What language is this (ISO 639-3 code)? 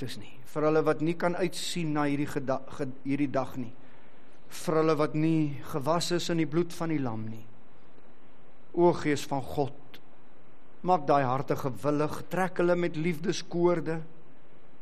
afr